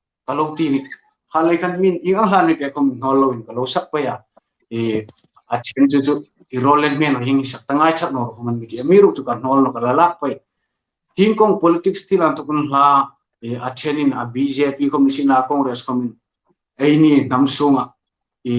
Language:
Hmar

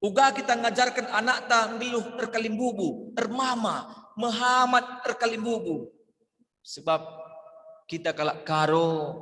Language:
Batak Karo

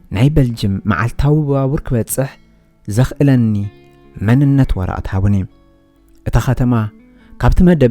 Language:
Tigrinya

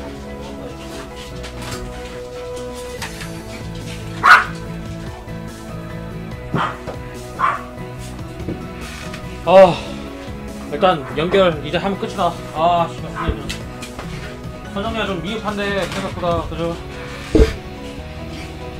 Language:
Korean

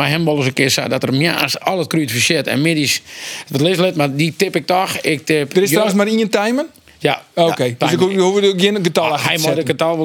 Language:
Western Frisian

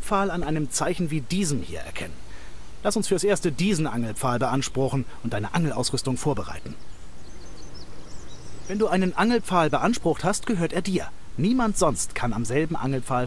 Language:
German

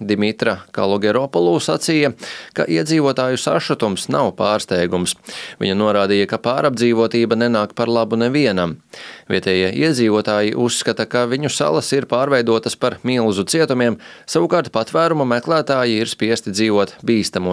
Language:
Latvian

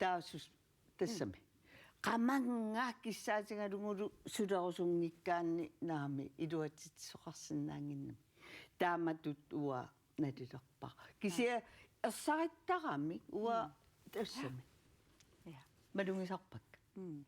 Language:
Kalaallisut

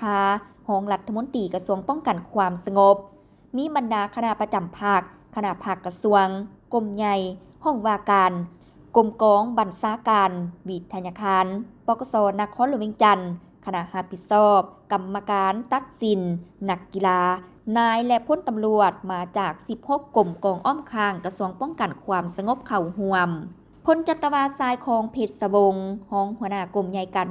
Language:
Lao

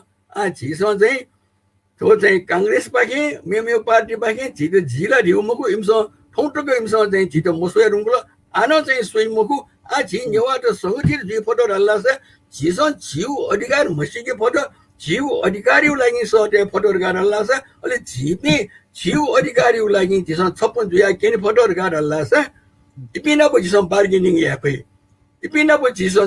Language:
Newari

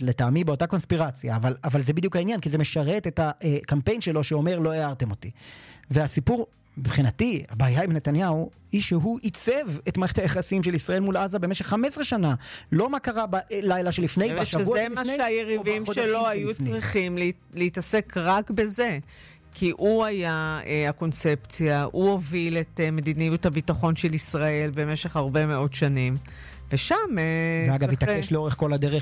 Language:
Hebrew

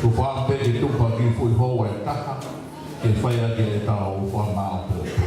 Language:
Tongan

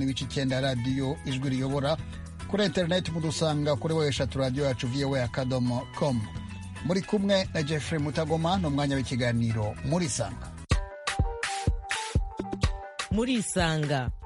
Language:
Kinyarwanda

